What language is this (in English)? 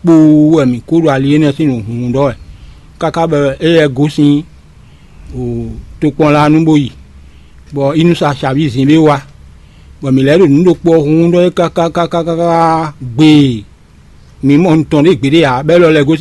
Fon